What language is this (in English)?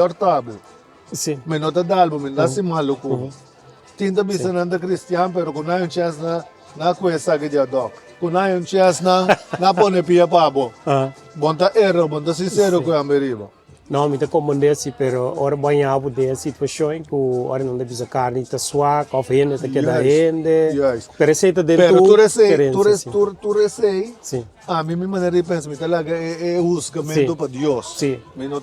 Papiamento